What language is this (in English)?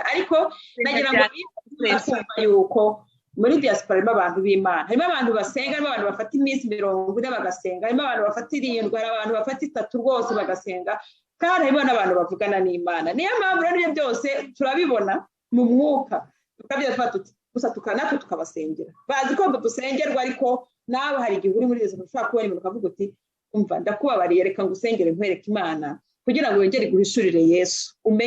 Kinyarwanda